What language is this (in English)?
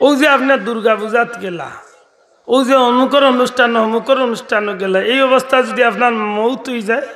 Sylheti